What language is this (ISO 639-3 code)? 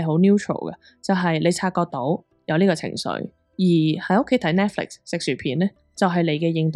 yue